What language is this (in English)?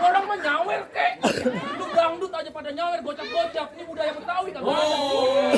Betawi